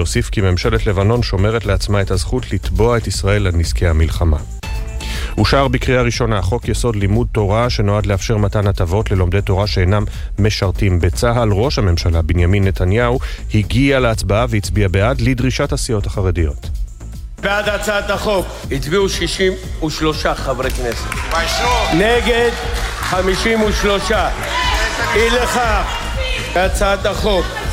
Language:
Hebrew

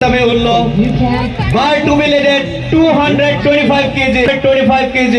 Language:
Karbi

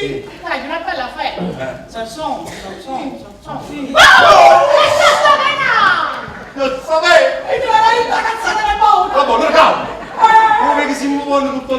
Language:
Neapolitan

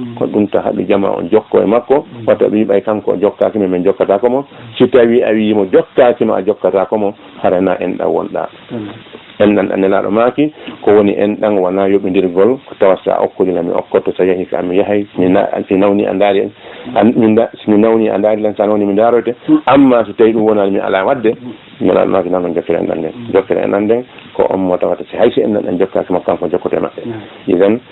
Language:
Fula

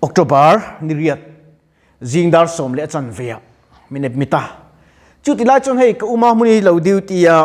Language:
Mizo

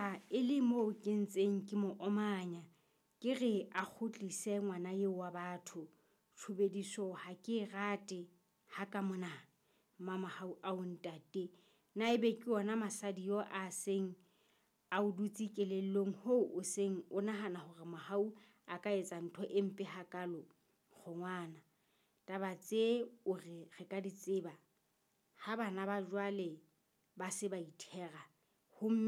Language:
Southern Sotho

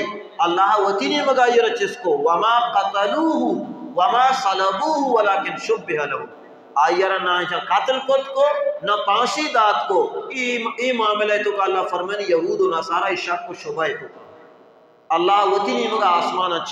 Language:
Baluchi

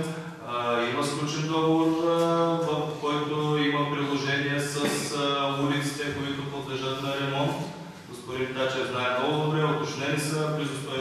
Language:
Bulgarian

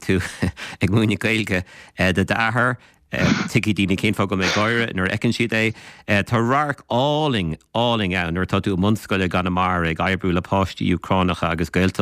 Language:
Irish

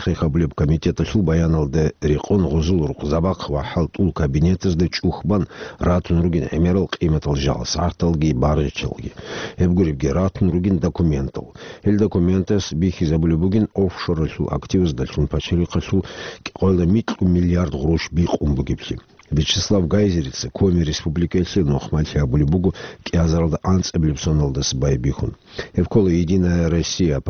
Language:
Avaric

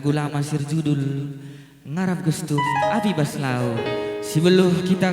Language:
Batak Karo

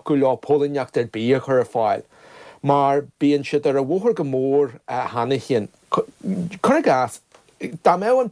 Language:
Irish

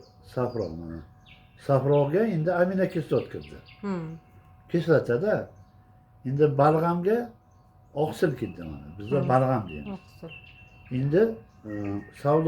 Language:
Uzbek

